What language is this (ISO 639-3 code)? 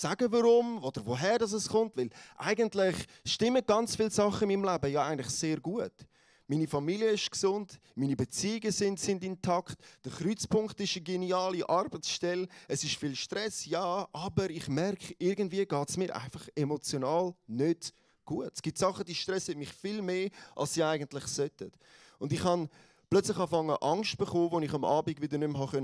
gsw